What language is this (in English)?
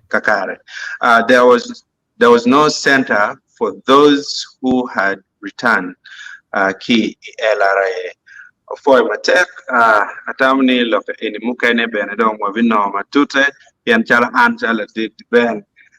Acoli